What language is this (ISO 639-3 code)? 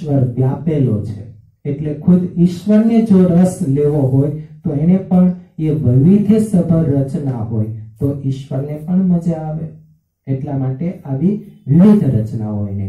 guj